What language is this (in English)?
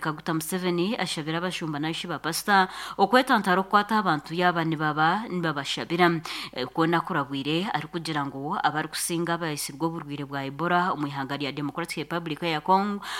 Nyankole